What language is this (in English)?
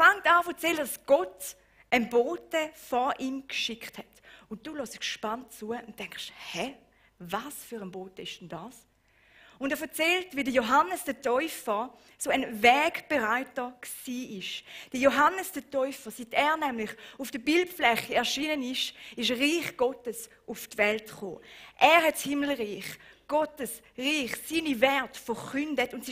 Swiss German